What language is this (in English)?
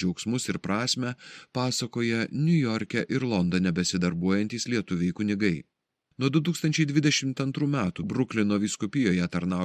Lithuanian